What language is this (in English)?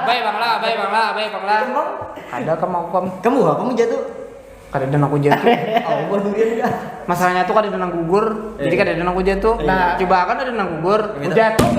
Banjar